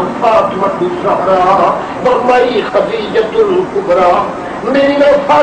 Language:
Saraiki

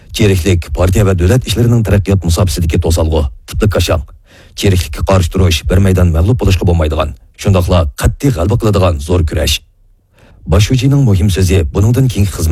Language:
Uyghur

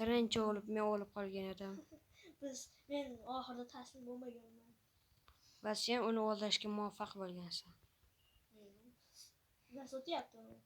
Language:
Uzbek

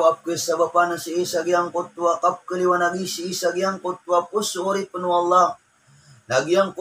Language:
Maranao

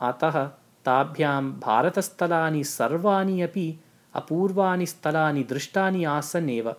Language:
Sanskrit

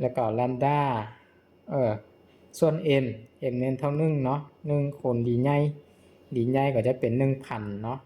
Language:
Lao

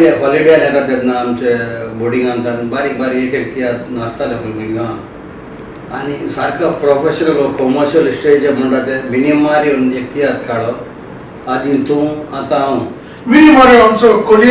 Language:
Konkani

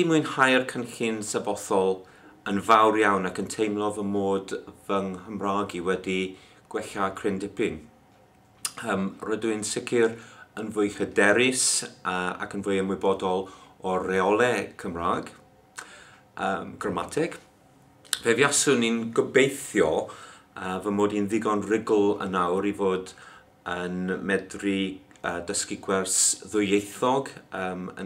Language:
Welsh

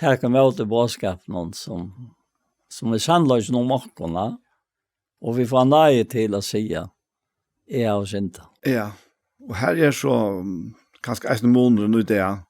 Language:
Faroese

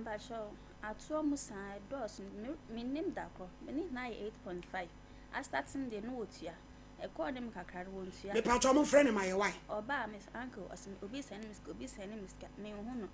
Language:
Akan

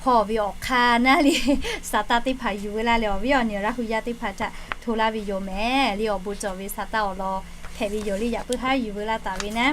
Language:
Lahu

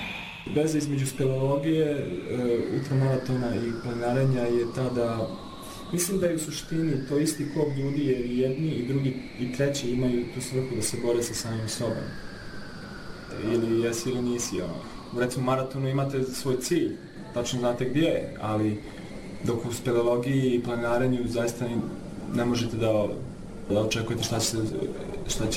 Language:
Bosnian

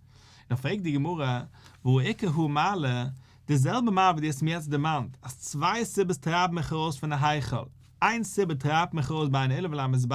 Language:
Yiddish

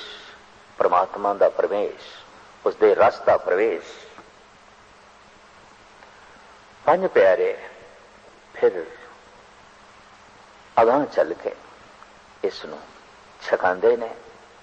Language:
Punjabi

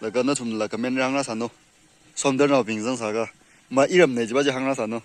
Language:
Tangkhul Naga (India)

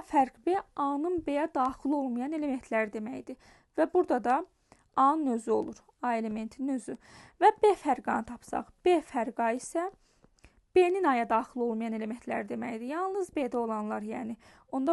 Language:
Azerbaijani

